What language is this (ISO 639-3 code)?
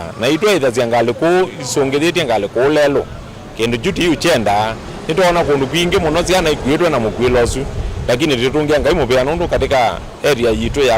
kam